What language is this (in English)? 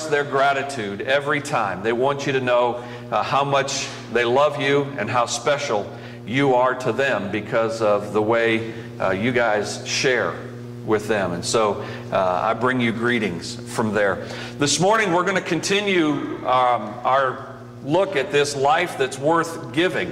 English